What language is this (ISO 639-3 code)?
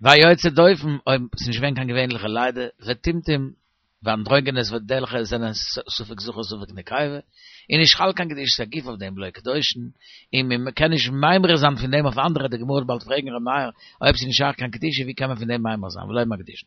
yid